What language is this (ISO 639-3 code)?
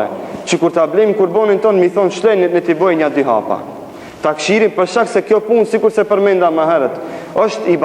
sqi